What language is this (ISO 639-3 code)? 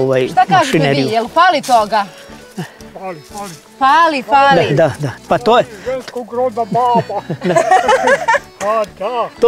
srp